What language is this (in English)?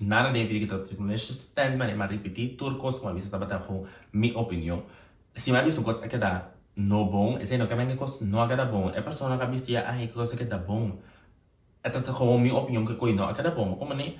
Papiamento